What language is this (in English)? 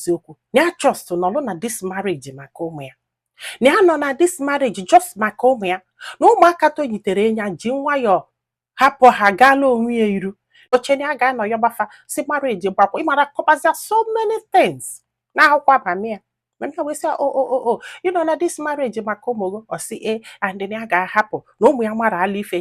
Igbo